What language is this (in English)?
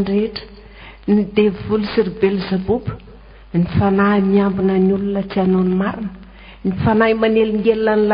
Malagasy